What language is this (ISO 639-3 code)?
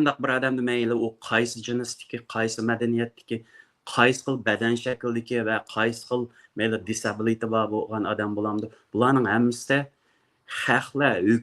uig